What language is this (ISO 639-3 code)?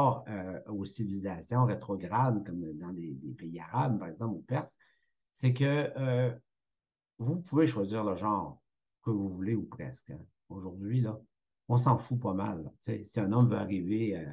fra